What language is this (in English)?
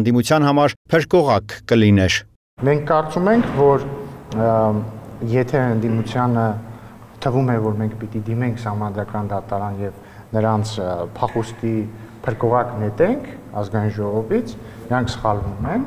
Armenian